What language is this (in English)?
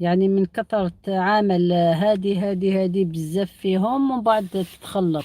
Algerian Arabic